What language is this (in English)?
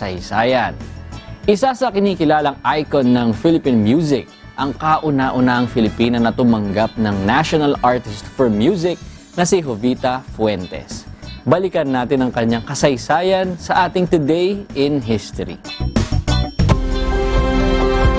Filipino